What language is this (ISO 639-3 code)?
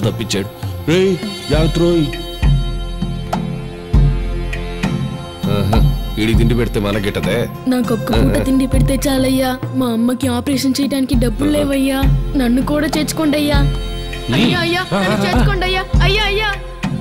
tel